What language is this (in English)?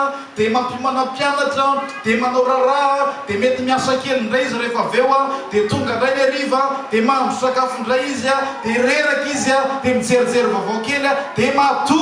Malagasy